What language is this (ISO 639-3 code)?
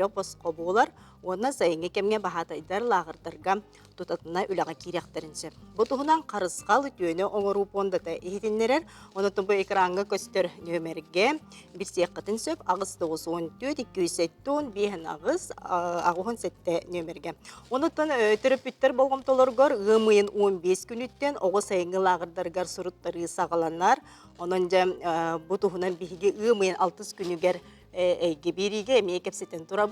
sah